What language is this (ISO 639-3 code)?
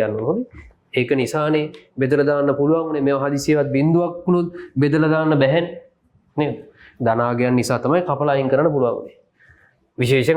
sin